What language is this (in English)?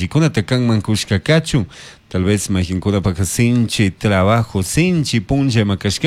Chimborazo Highland Quichua